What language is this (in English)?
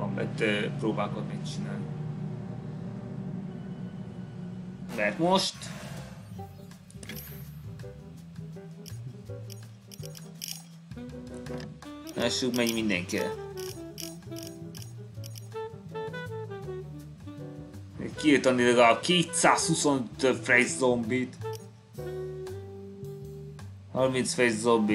Hungarian